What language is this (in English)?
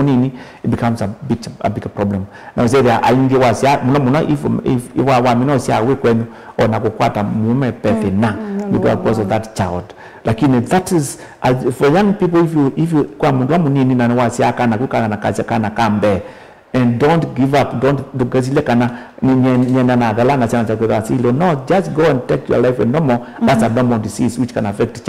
Kamba